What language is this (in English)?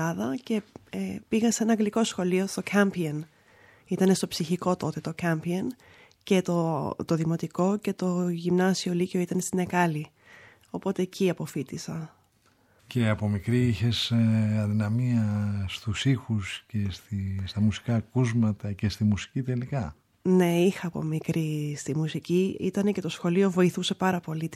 Greek